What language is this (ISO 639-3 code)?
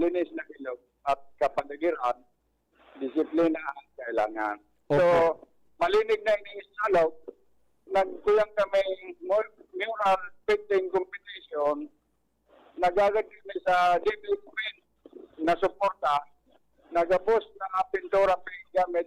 bik